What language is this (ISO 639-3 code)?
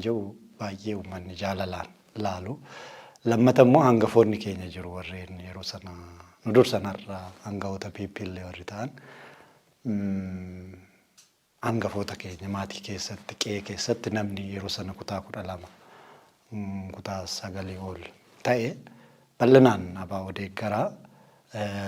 orm